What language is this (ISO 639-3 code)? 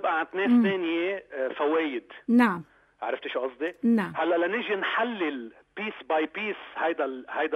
apc